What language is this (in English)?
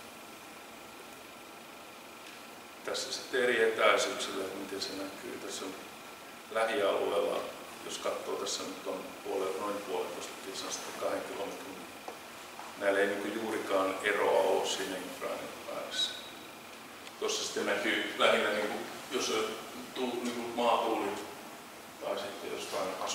Finnish